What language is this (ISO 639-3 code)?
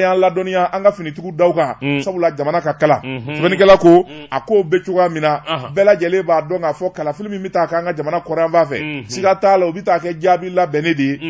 bam